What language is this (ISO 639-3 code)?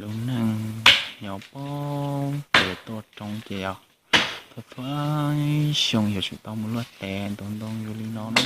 hmn